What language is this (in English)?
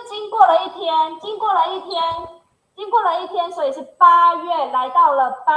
Chinese